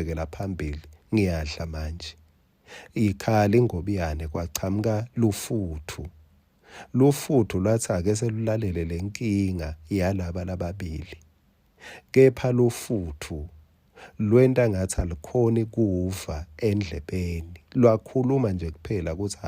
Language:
Swati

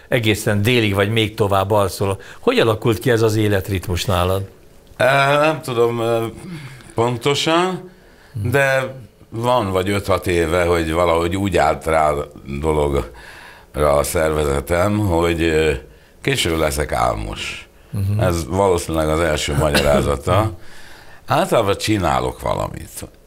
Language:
Hungarian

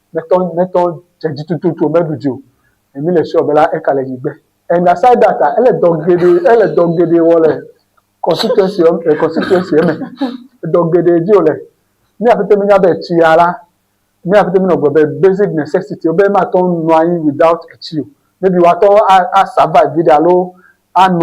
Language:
Ewe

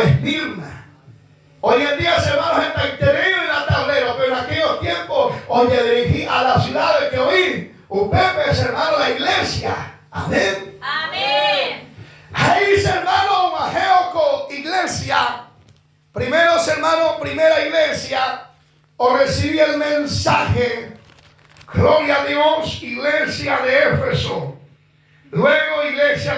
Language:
Guarani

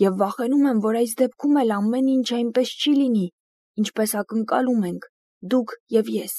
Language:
Armenian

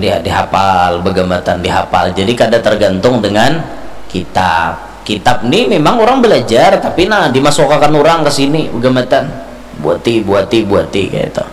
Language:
Banjar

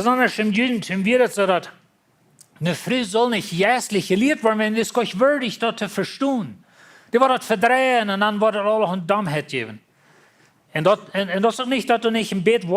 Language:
Plautdietsch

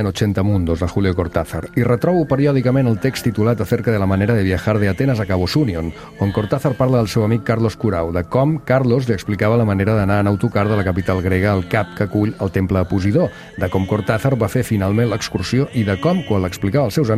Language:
Catalan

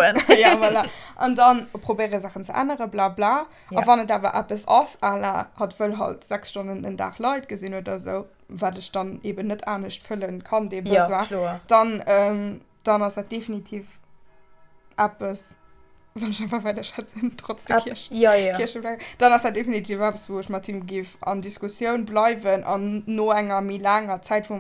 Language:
Luxembourgish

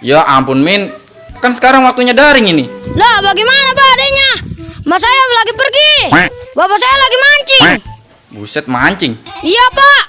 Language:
Betawi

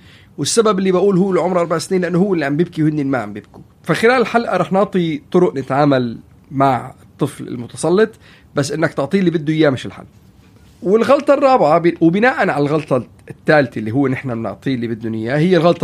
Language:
North Levantine Arabic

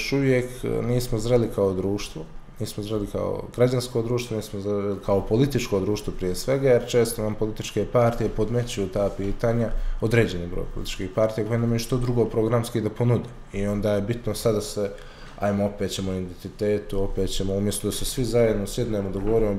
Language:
Bosnian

